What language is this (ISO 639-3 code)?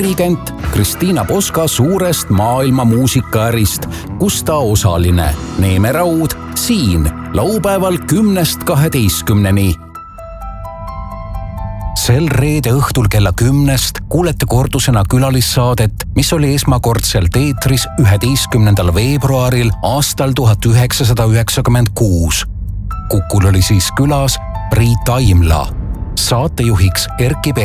est